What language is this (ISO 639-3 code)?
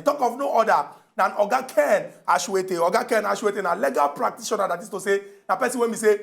pcm